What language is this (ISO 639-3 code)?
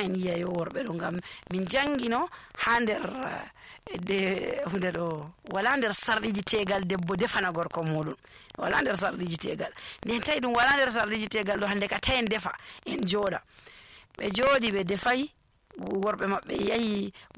fuv